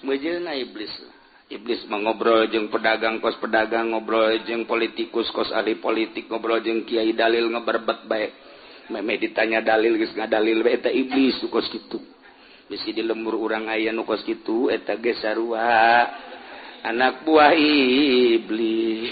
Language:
Sundanese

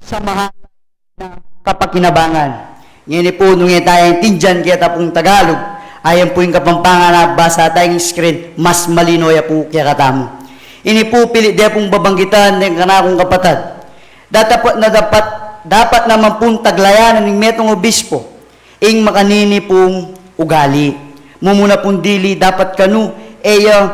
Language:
Pampanga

